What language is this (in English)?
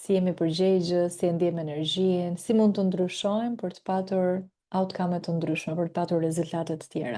Albanian